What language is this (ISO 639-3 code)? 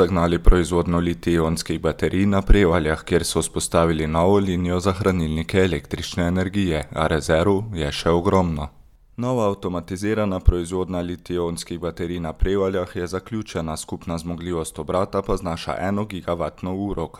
slv